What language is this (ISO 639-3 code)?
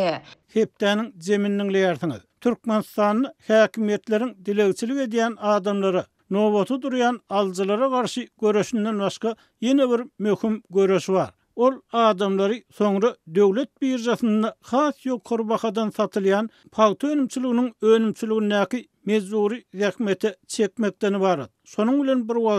tuk